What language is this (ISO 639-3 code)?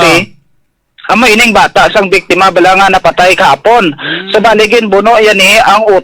hil